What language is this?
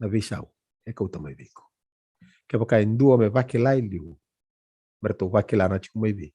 Fijian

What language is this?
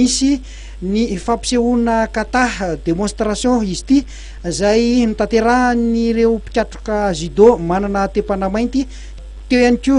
Malagasy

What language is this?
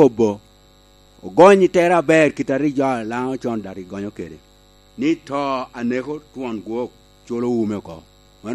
Lango (Uganda)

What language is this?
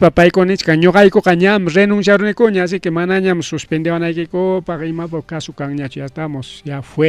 Ayacucho Quechua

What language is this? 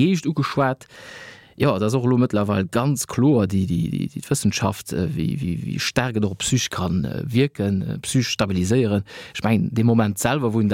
Luxembourgish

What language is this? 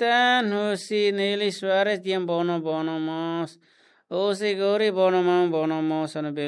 Tetum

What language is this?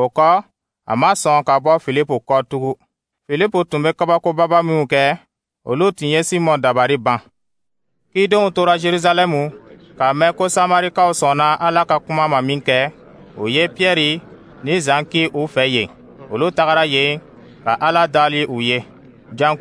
Dyula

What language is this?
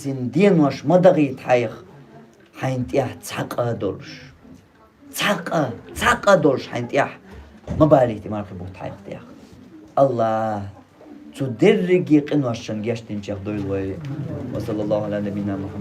Chechen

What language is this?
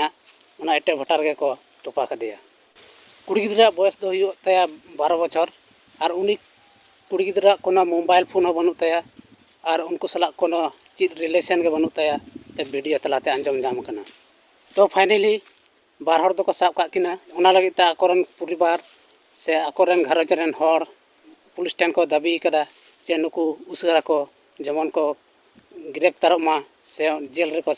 Santali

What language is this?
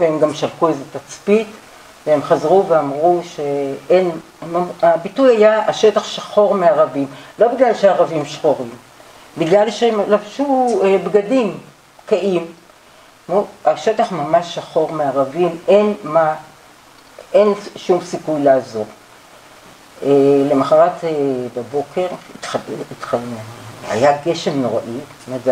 Hebrew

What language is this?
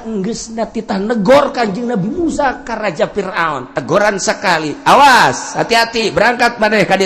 Sundanese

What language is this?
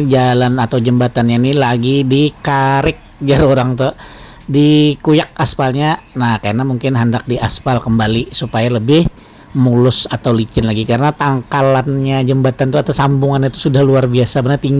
Banjar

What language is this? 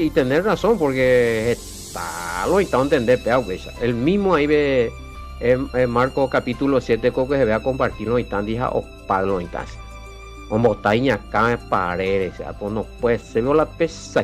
Guarani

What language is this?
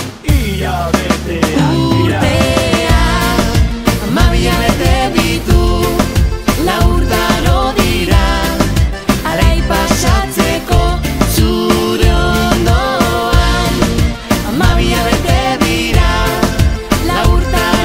Basque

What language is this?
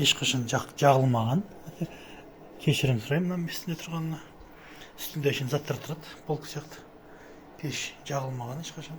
Kazakh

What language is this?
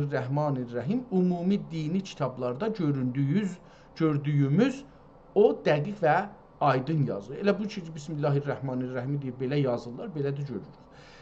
South Azerbaijani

